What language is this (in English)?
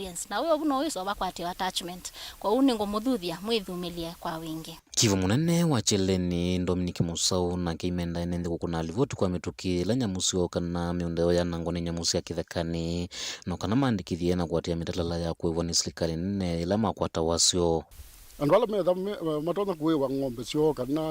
Kamba